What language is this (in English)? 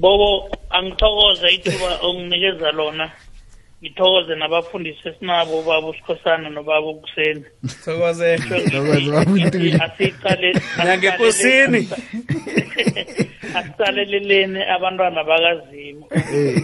South Ndebele